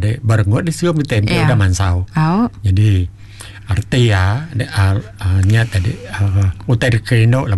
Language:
Iban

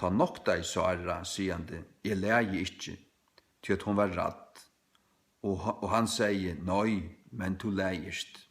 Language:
Faroese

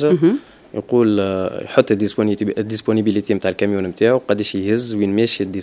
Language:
Tunisian Arabic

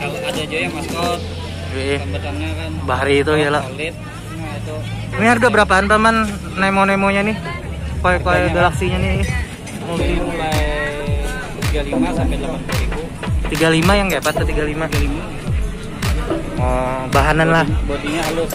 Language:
Banjar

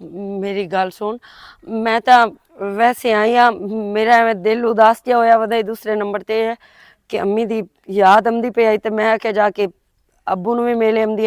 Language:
Western Panjabi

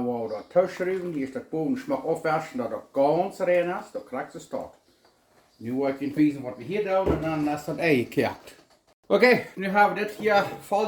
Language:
Plautdietsch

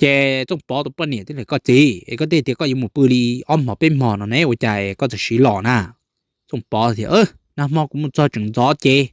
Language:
Hmong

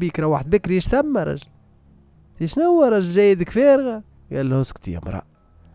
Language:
Tunisian Arabic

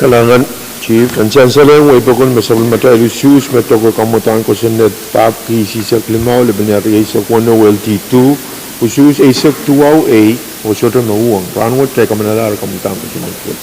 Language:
Pohnpeian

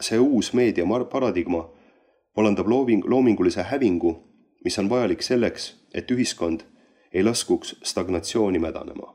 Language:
Estonian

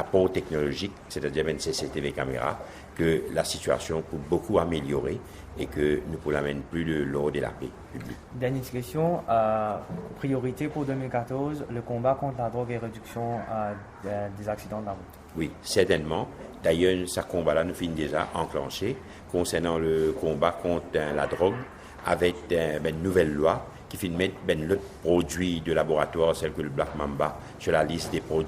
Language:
Morisyen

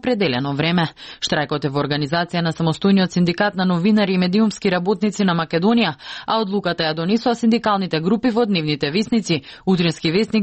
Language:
Macedonian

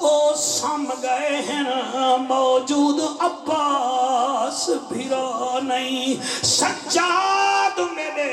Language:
Urdu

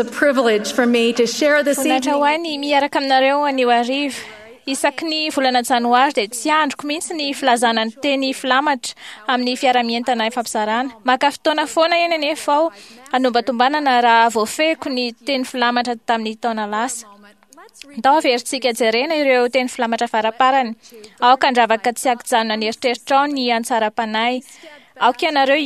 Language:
Malagasy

